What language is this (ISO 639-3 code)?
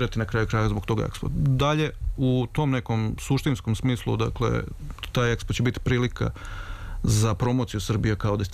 srp